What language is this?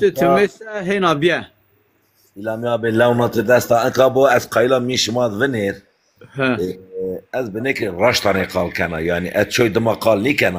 Zaza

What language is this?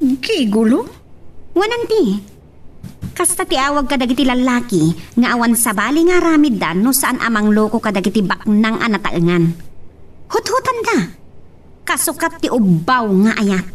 Iloko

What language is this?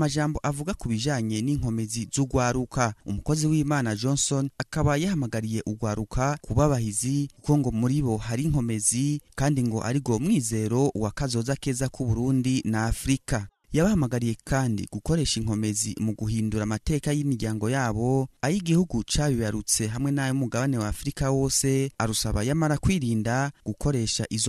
Rundi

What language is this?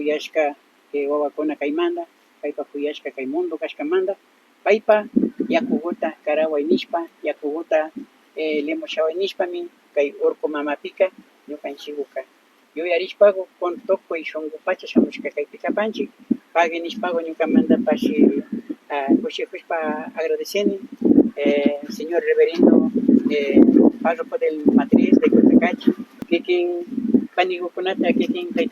Imbabura Highland Quichua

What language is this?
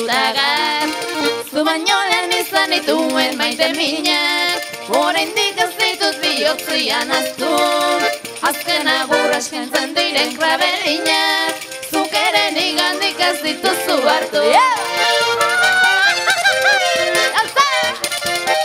Basque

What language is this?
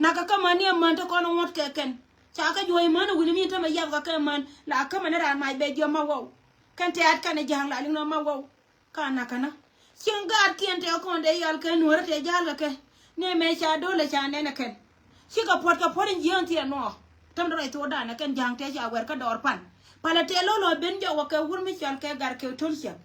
Nuer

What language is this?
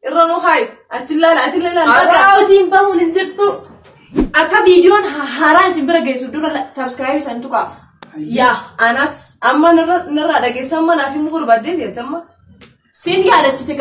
Oromo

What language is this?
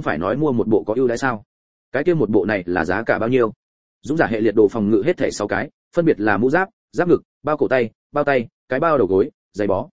Vietnamese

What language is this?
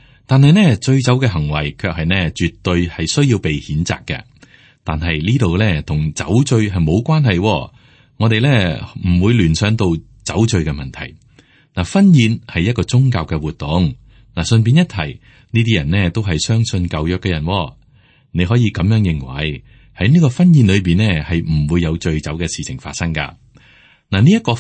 Cantonese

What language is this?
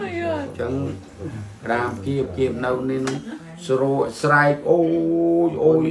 Khmer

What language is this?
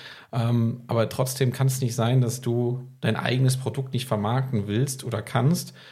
German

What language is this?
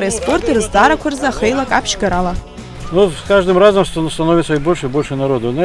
Abkhazian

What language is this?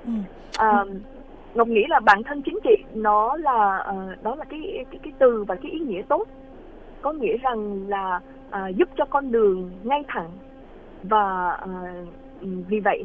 Vietnamese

